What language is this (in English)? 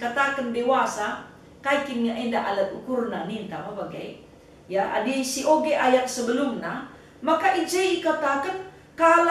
Batak Karo